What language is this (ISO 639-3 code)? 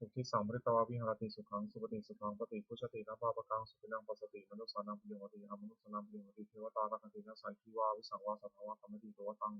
pli